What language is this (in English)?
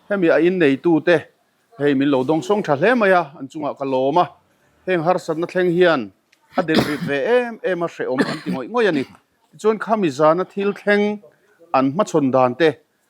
Mizo